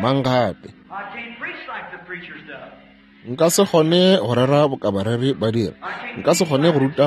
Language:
Northern Sotho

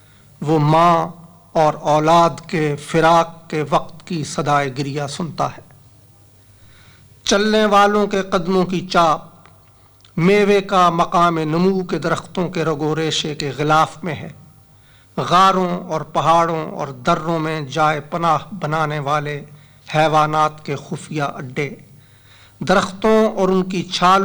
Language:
Urdu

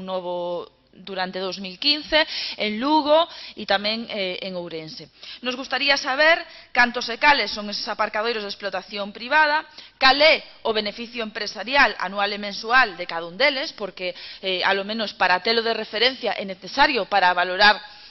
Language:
Galician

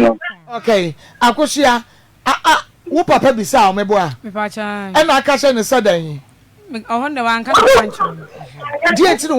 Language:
Akan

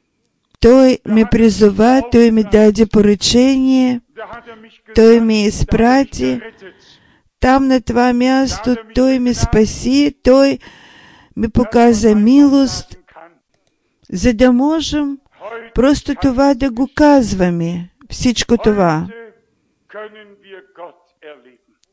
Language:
Bulgarian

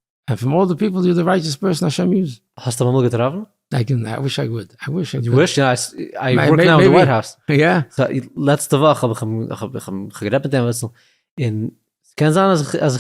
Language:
Yiddish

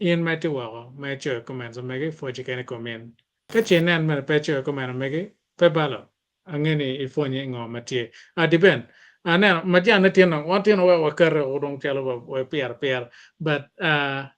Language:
Acoli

